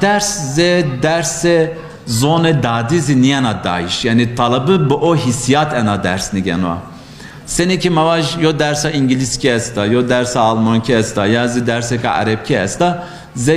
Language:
Zaza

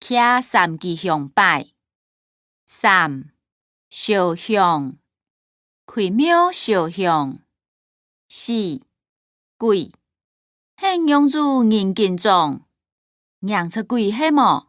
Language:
Hakka Chinese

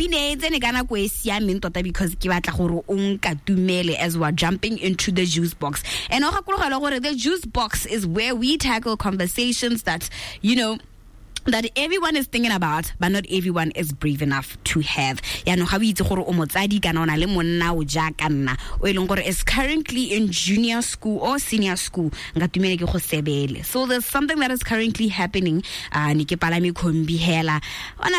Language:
Tswana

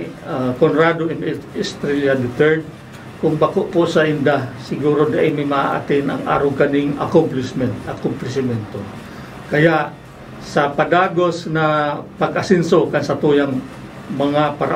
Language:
Bikol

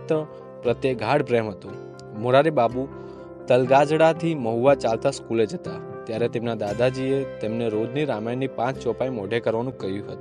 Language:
Gujarati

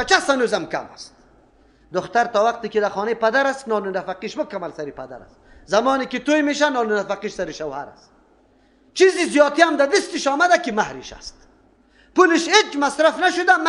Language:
Persian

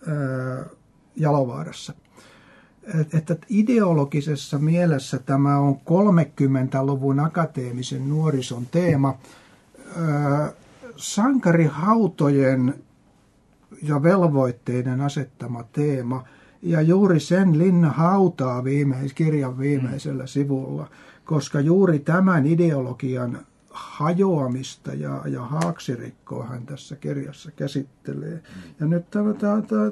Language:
Finnish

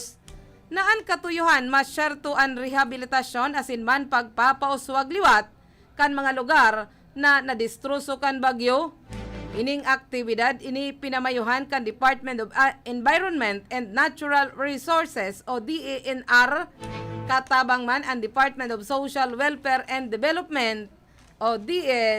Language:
Bikol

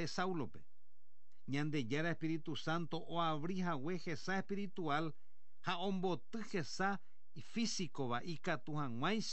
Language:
Guarani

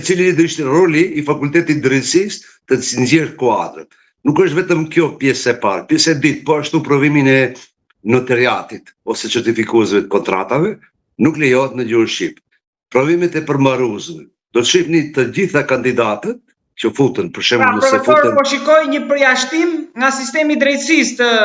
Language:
Albanian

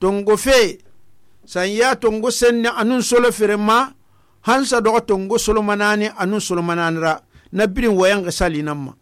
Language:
Susu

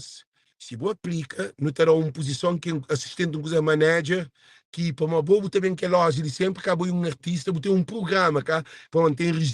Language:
Kabuverdianu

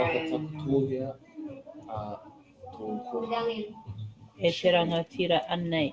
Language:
Māori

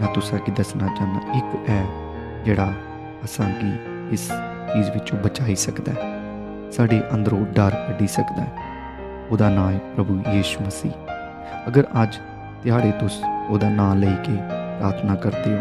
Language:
Dogri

